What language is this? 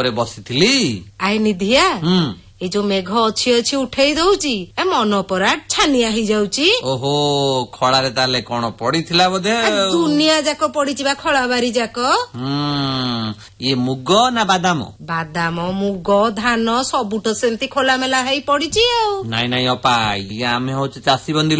Odia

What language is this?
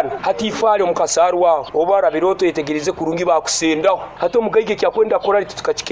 Nyoro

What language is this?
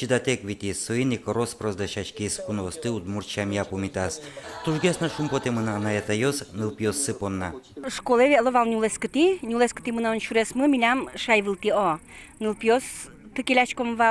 Udmurt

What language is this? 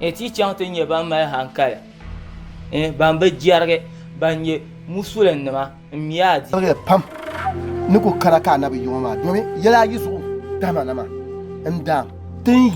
Dagbani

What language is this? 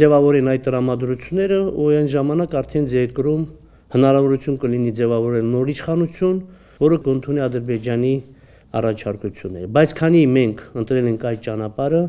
Armenian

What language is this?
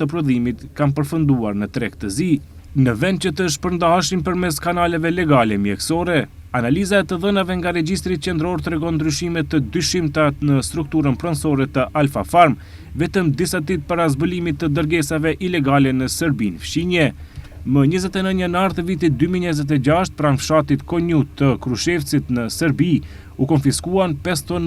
Albanian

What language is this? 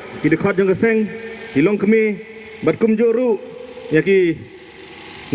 Khasi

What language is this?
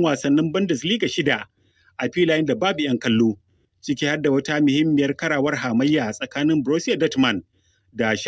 Hausa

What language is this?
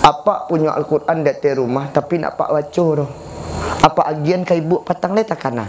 Minangkabau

